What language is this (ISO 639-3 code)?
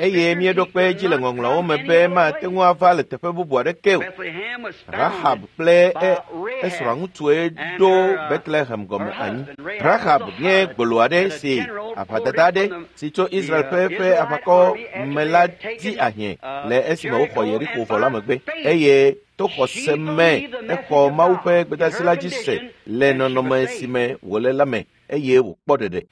ewe